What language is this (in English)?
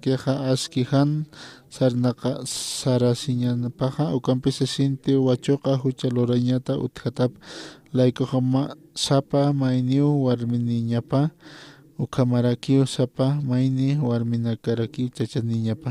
Aymara